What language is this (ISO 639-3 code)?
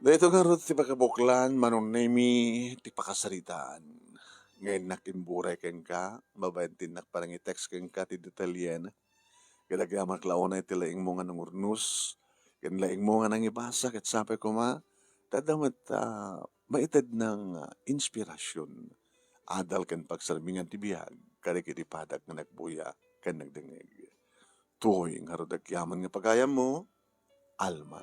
ilo